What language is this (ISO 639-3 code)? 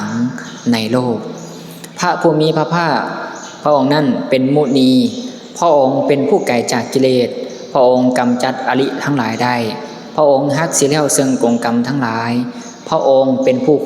lao